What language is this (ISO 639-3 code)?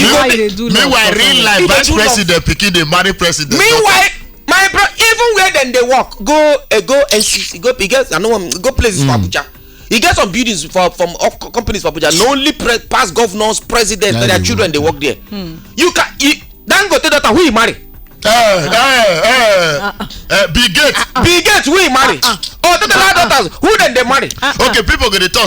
pcm